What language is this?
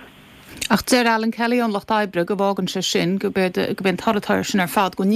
Irish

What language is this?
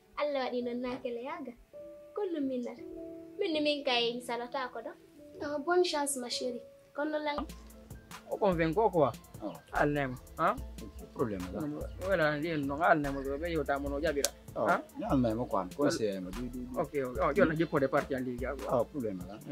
Pular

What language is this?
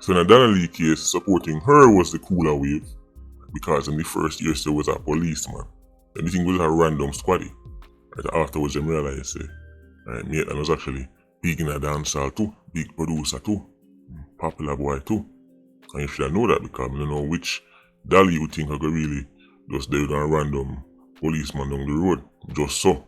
Jamaican Creole English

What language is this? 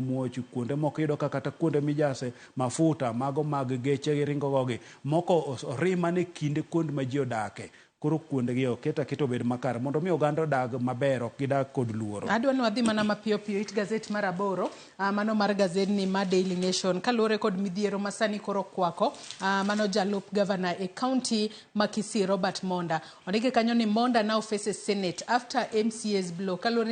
Luo (Kenya and Tanzania)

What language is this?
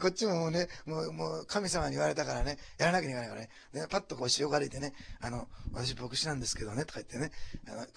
Japanese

